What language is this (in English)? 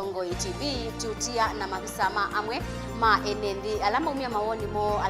Kamba